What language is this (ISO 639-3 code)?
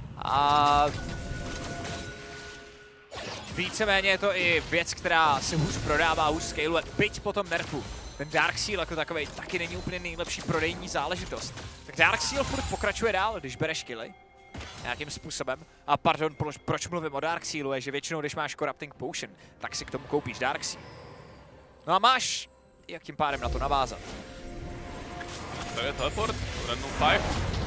ces